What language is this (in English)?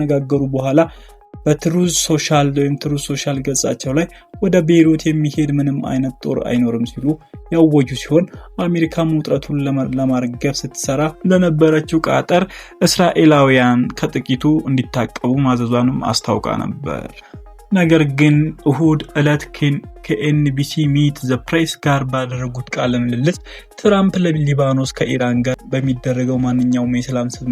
Amharic